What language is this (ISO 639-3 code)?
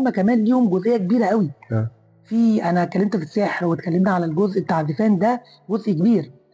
arz